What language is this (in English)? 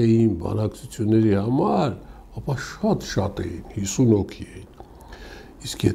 Armenian